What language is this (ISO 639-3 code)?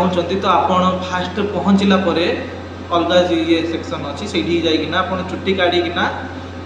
ori